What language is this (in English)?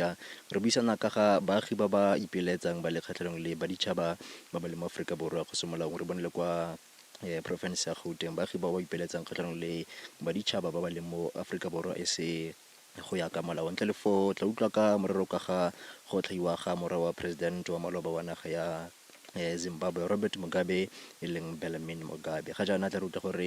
Tswana